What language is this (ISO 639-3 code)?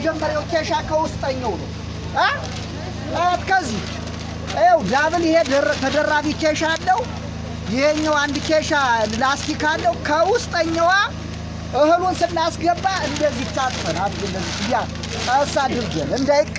amh